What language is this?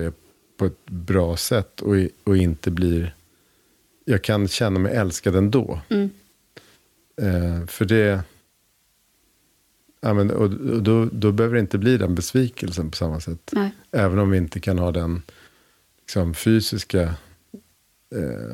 Swedish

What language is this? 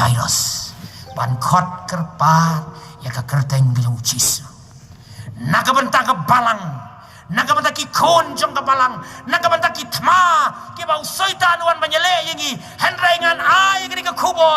Khasi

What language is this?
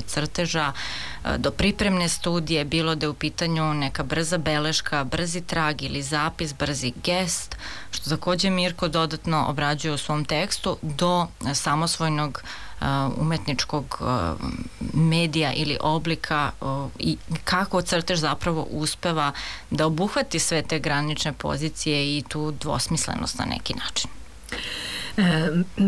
Serbian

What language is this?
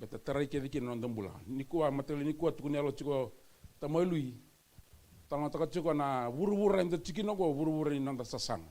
Fijian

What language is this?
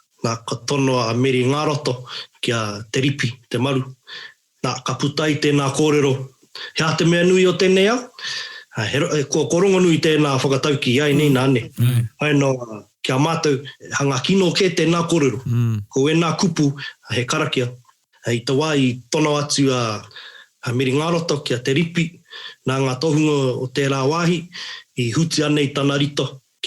Māori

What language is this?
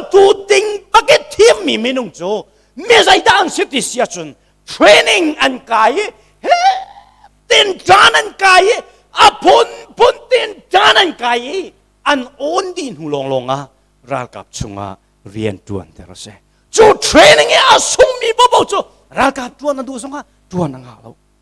Hakha Chin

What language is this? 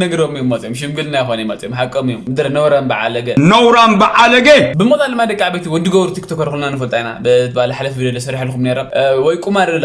Tigrinya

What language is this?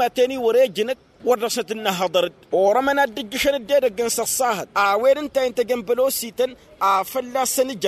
Tamasheq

